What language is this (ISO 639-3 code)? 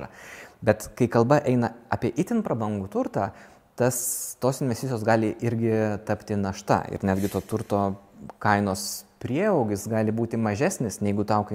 lit